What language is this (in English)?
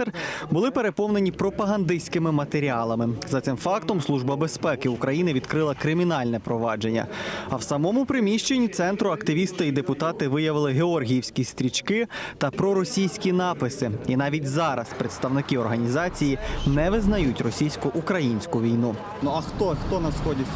Ukrainian